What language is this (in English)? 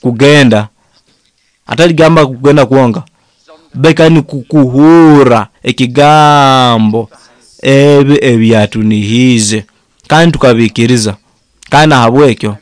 Nyoro